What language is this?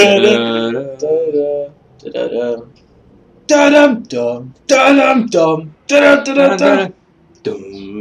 Luxembourgish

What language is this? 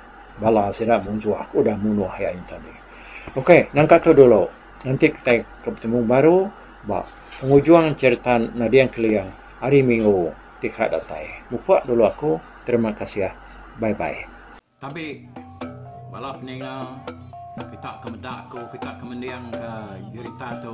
Iban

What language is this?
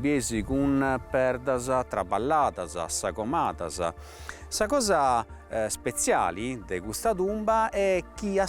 Sardinian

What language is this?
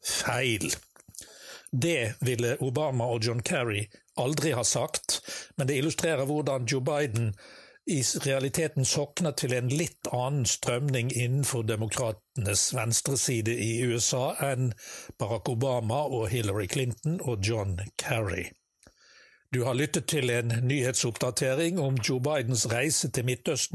Norwegian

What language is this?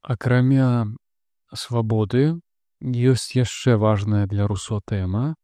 Belarusian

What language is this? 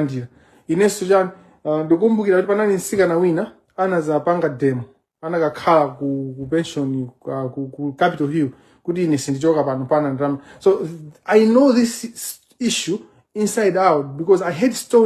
Nyanja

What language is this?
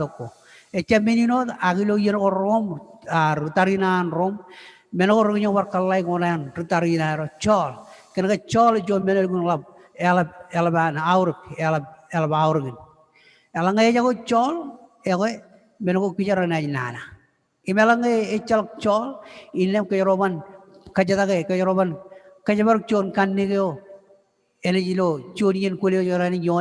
Marshallese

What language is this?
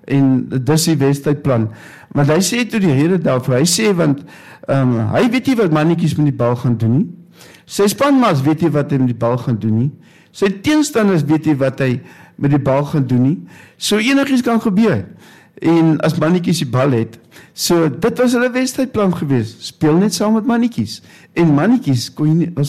Afrikaans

